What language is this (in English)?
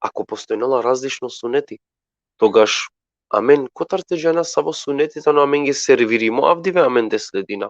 Balkan Romani